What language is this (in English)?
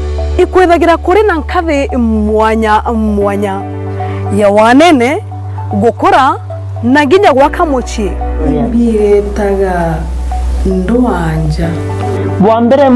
Meru